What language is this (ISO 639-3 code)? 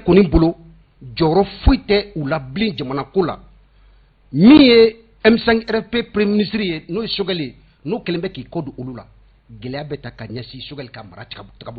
bam